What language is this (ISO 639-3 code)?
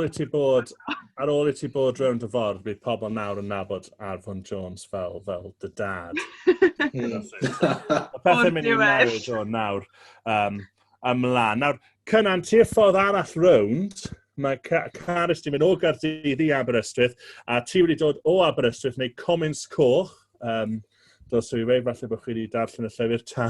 cym